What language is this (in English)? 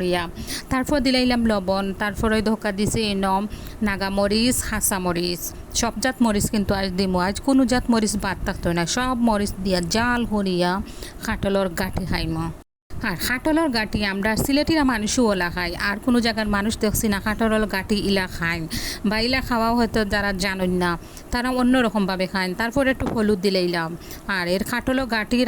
Sylheti